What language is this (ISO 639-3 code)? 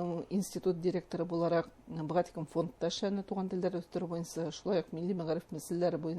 bak